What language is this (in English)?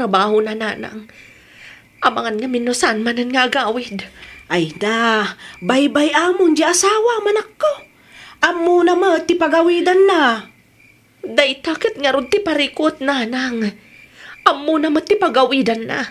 Iloko